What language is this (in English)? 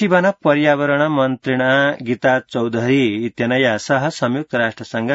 Sanskrit